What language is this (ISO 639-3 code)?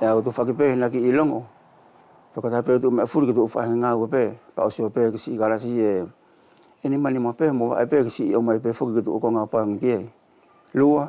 wls